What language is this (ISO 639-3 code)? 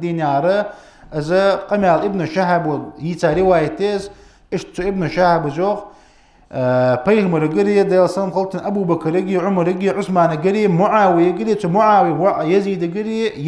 inh